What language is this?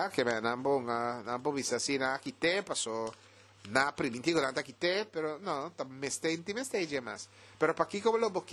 Papiamento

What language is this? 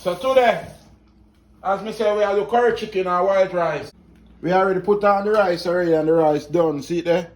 Jamaican Creole English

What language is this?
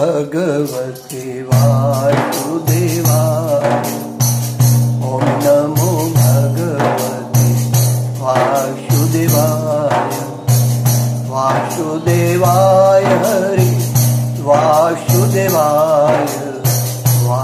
Gujarati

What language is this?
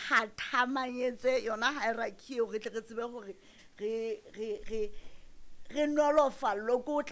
Southern Sotho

